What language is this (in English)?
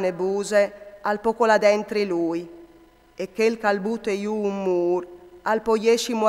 Friulian